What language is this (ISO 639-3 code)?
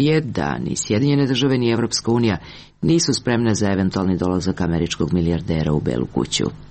srp